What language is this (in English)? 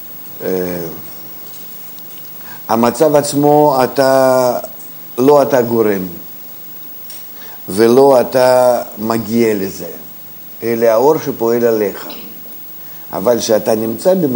Hebrew